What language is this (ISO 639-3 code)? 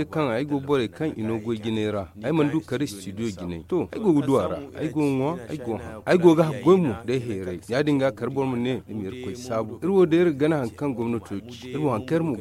dje